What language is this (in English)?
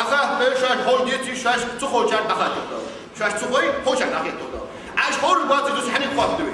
Ingush